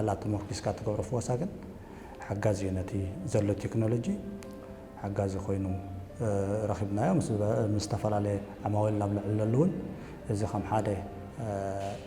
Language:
Tigrinya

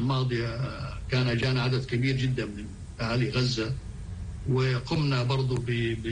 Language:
North Levantine Arabic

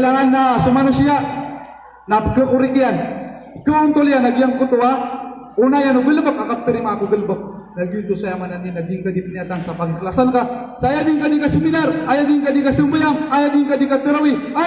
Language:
Maranao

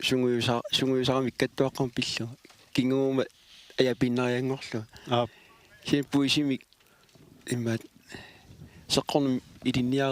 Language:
Kalaallisut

